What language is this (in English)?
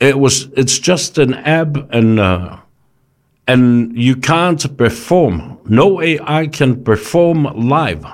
Samoan